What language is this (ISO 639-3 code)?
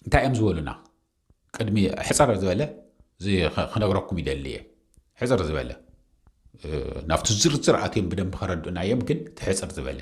tir